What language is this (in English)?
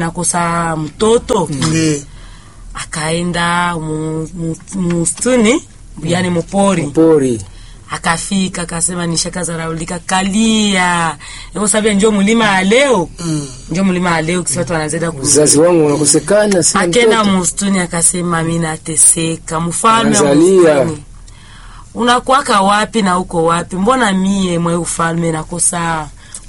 Swahili